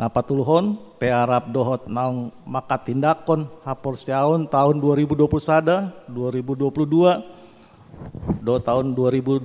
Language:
Batak Toba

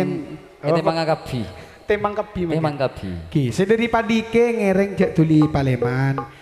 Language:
Madurese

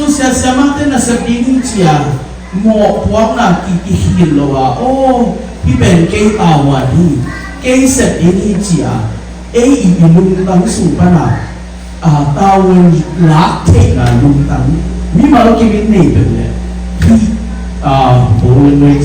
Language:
Tedim Chin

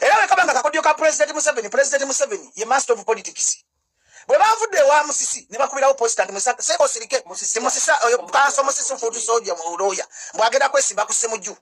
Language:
Ganda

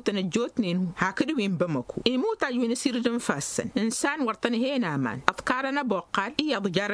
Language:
Tamasheq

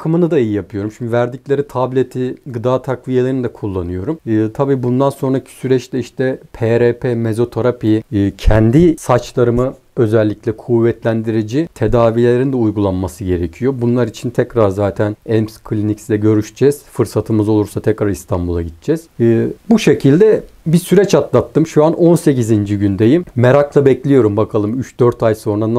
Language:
Turkish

